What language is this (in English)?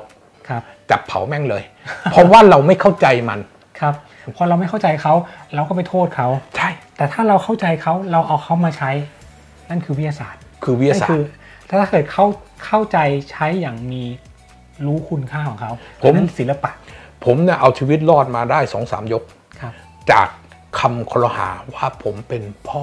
Thai